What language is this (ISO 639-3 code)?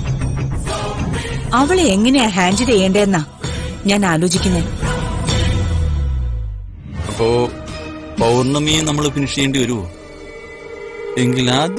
mal